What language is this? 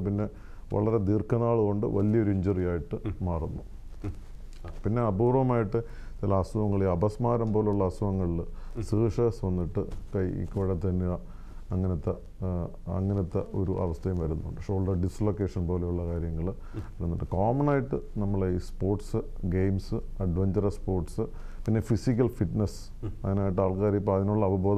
Malayalam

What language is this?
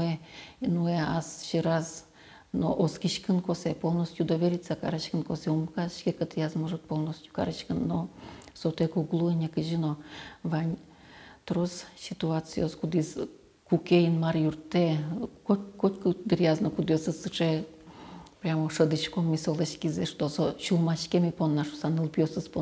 Udmurt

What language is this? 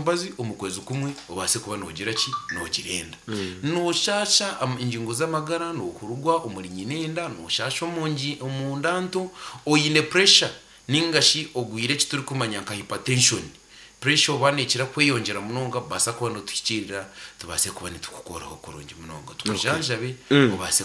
Nyankole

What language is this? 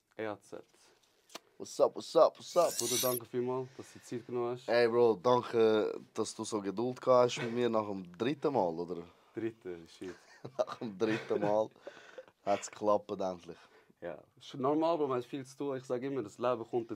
Swiss German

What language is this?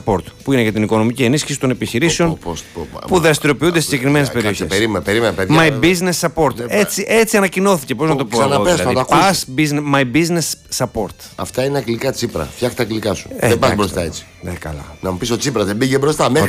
Greek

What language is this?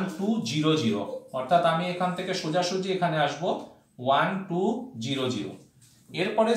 Bangla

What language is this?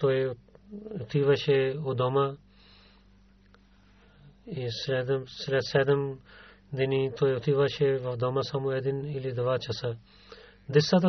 Bulgarian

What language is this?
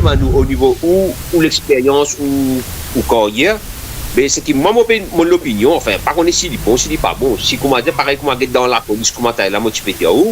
Morisyen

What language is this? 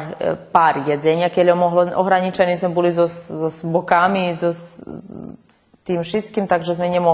Rusyn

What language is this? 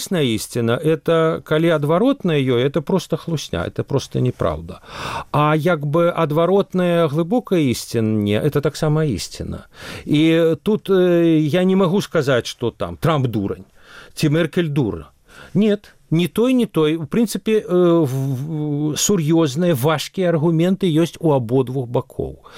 Belarusian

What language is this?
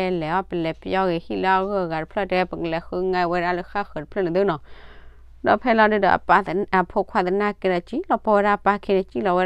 S'gaw Karen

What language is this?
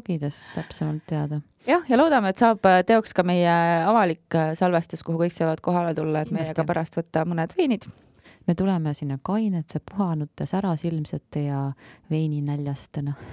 Estonian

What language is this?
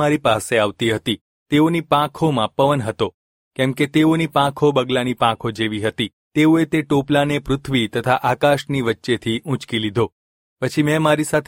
Gujarati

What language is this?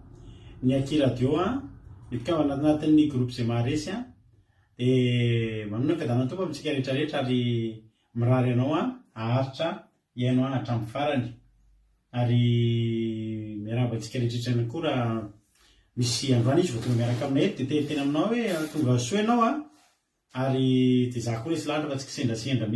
Malagasy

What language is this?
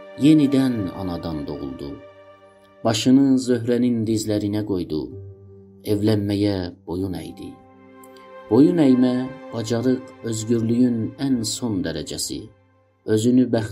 South Azerbaijani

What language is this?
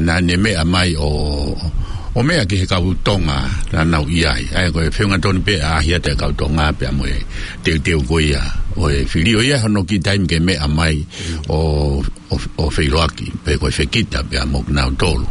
Tongan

